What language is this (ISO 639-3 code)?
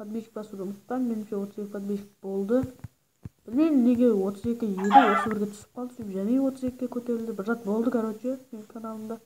kaa